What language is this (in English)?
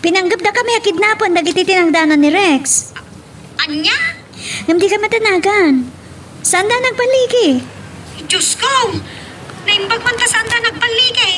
Iloko